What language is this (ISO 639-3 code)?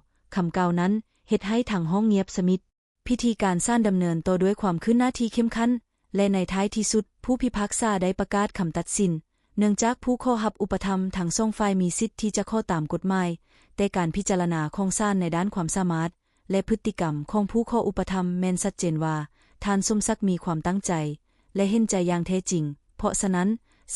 lao